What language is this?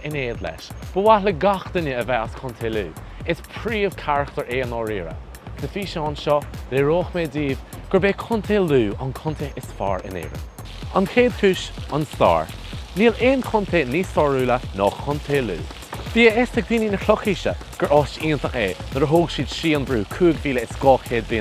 Irish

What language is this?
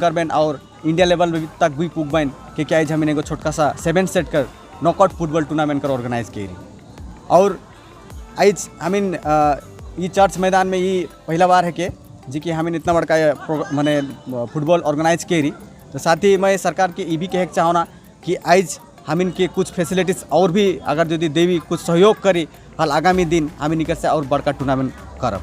Sadri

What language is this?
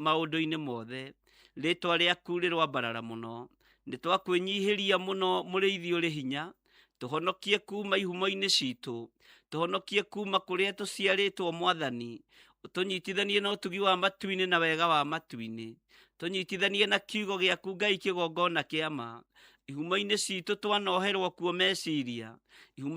Kikuyu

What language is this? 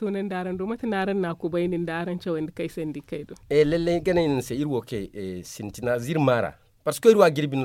Zarma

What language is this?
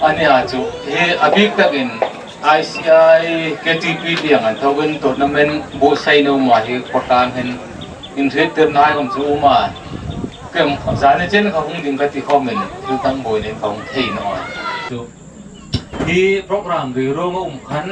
Hmar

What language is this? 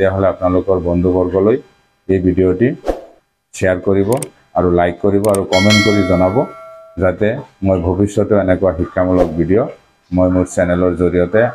Assamese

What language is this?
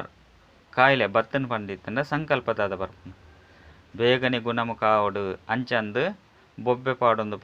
Tulu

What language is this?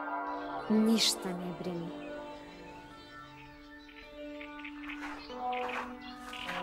Serbian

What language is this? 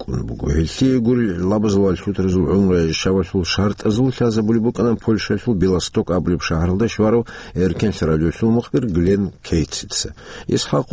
Avaric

